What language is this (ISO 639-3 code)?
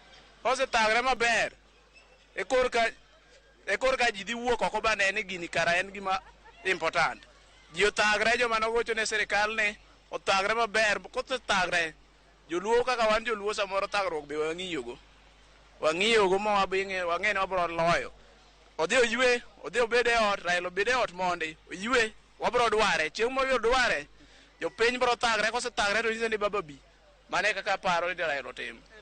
luo